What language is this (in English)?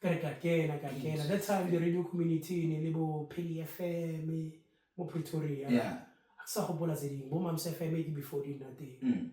Tswana